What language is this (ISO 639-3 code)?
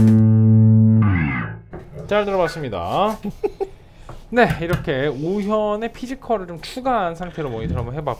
kor